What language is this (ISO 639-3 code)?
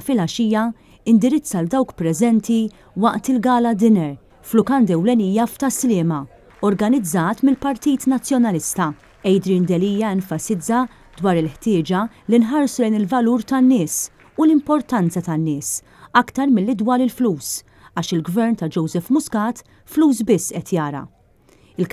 mlt